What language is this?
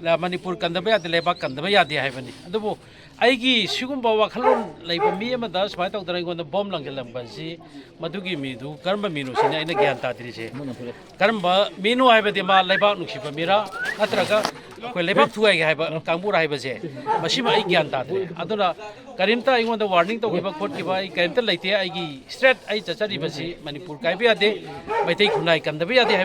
Manipuri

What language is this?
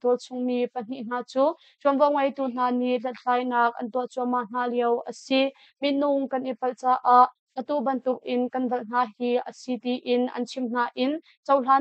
Hakha Chin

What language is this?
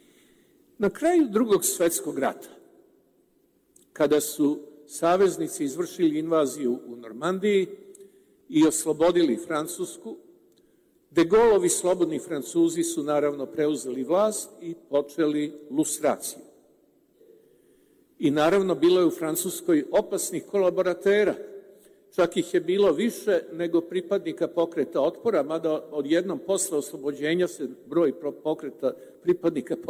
Serbian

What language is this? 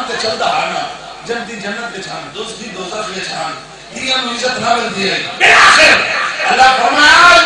Saraiki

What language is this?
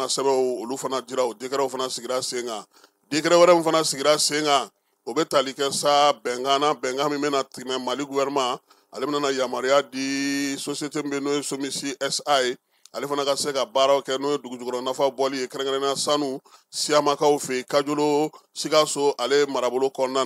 Bambara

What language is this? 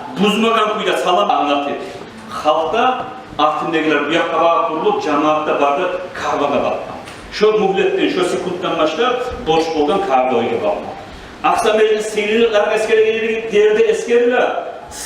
Kumyk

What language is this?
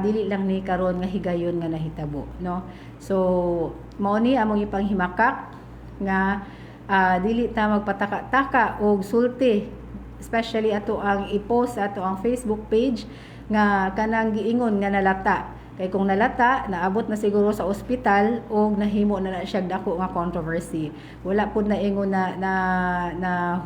Cebuano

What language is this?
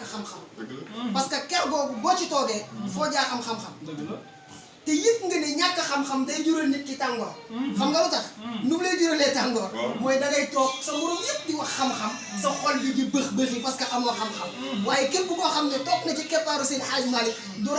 Wolof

